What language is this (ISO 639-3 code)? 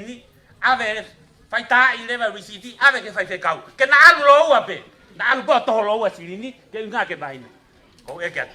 ton